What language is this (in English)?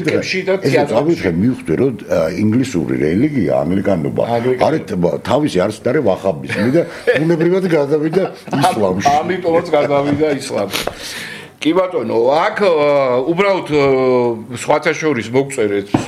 Georgian